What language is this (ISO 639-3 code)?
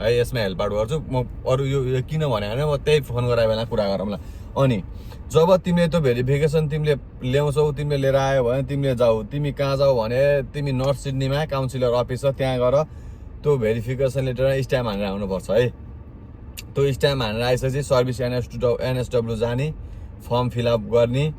nep